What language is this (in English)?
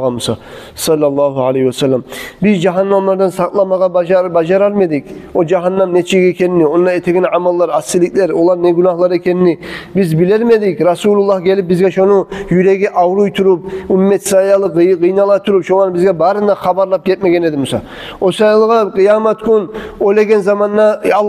Kumyk